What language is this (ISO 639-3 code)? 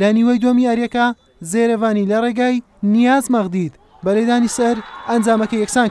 ckb